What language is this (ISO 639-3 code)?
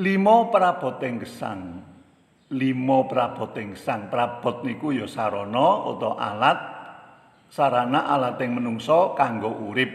jav